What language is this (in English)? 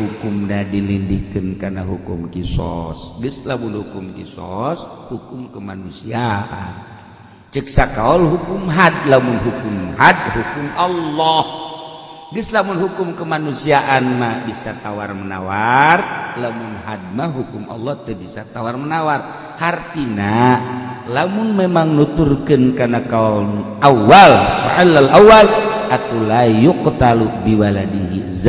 Sundanese